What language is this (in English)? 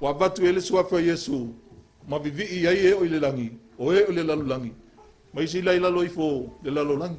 Samoan